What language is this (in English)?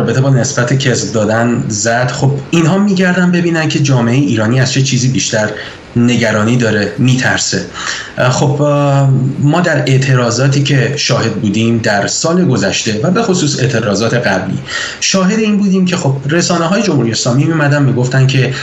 Persian